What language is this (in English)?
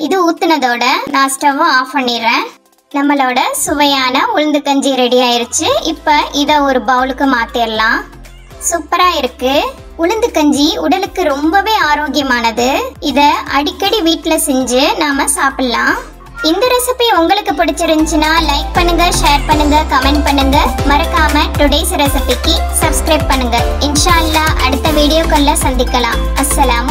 Tamil